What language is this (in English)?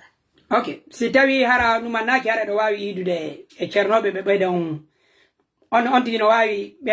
Pular